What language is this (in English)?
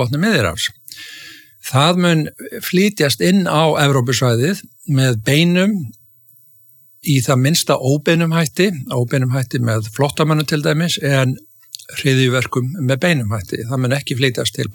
Icelandic